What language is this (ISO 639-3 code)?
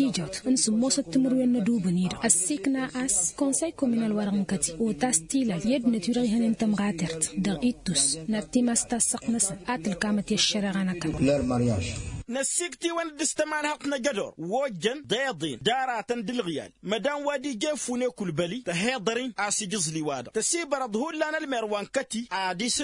taq